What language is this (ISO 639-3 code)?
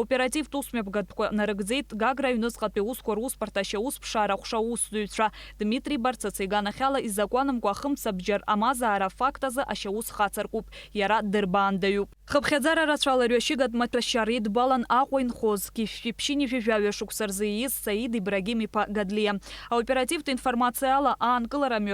abk